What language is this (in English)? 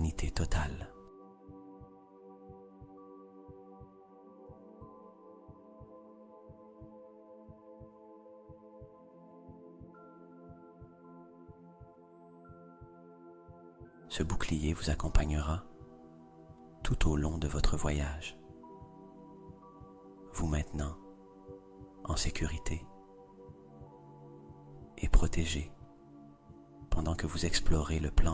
French